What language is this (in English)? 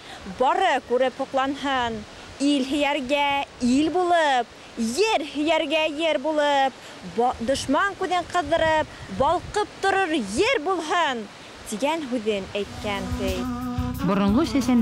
Bashkir